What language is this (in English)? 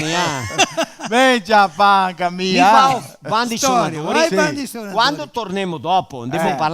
Venetian